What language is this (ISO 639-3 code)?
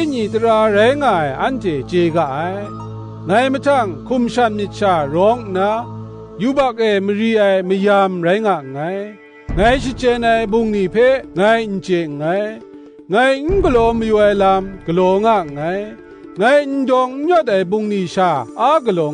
kac